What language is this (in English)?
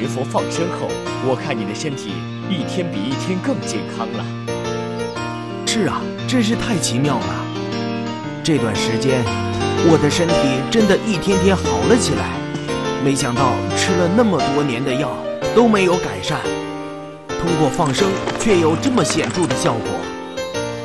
Chinese